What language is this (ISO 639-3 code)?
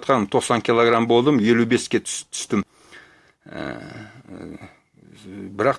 kaz